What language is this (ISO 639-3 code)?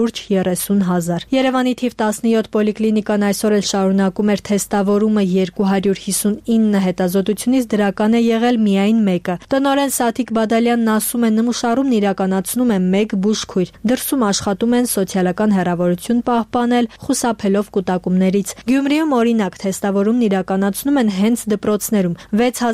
hye